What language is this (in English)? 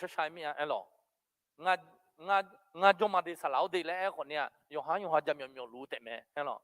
Akha